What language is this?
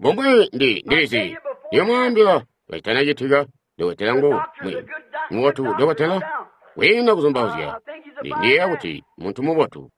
Tonga (Zambia)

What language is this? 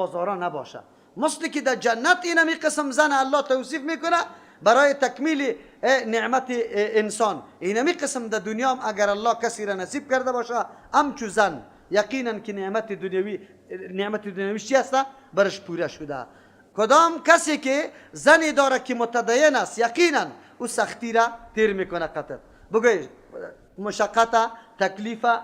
Persian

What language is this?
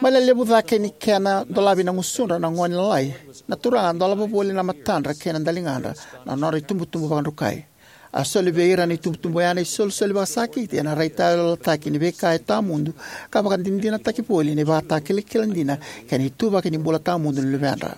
Fijian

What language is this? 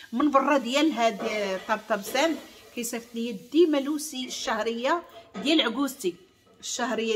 Moroccan Arabic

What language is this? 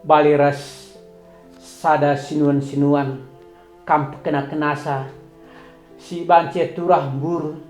Batak Karo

